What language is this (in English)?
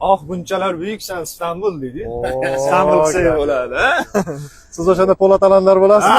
Uzbek